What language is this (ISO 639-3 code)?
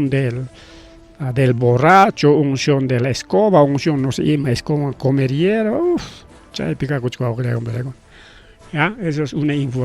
quy